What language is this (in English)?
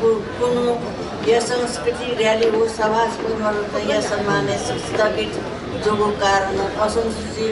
Newari